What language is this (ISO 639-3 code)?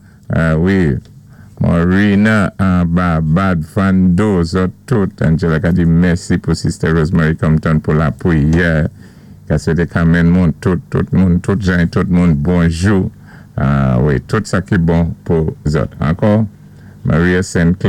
acf